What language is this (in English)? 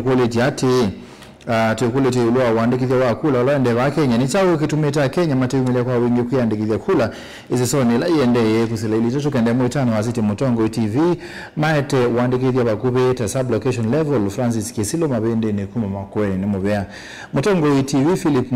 Kamba